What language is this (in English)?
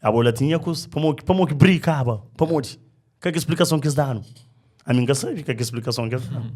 Kabuverdianu